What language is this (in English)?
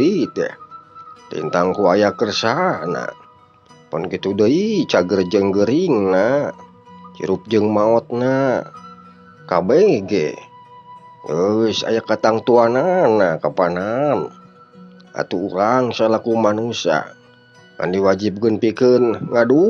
Sundanese